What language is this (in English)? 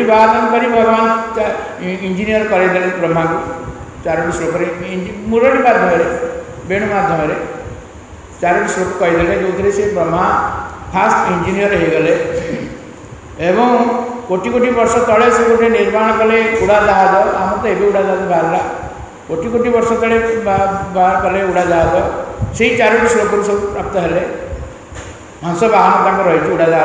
Odia